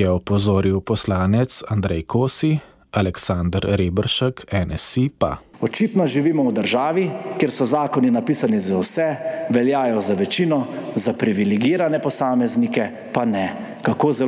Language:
Slovenian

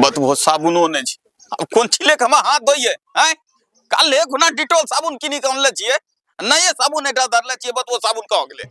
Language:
Angika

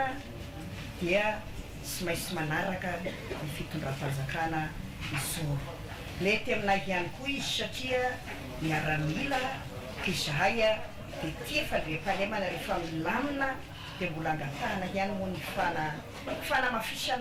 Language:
Malagasy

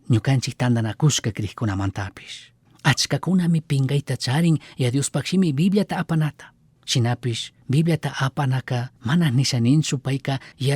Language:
Chimborazo Highland Quichua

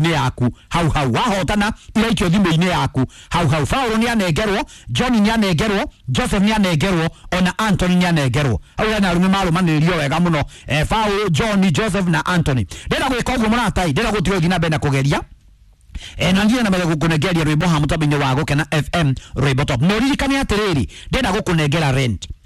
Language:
Kikuyu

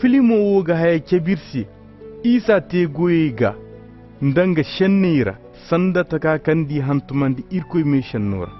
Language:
Koyraboro Senni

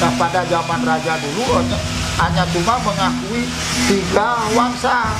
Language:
Balinese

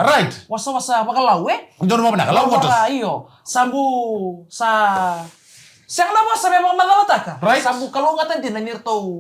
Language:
Fijian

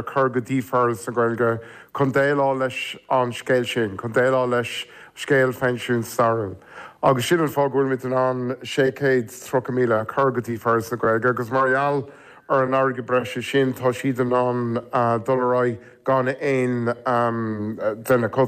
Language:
Irish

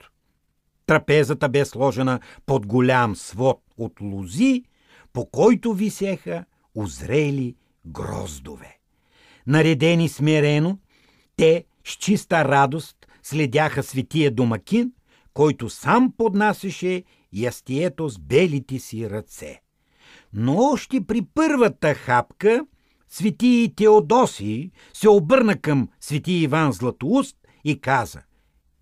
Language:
Bulgarian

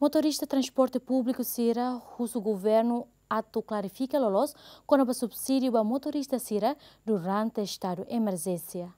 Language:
Tetum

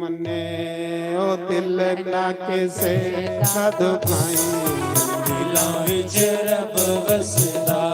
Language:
Dogri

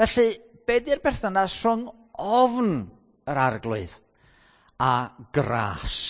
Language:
Welsh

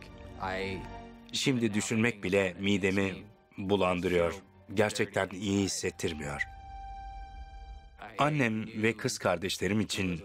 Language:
Turkish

